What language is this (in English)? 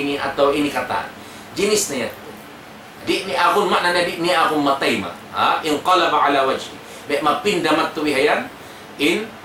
Tausug